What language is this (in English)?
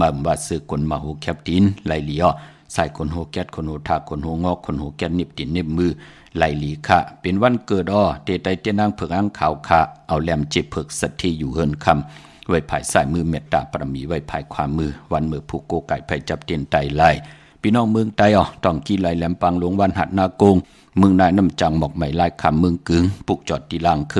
Shan